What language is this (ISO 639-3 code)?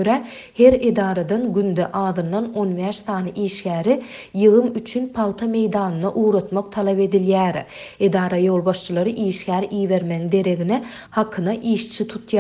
tuk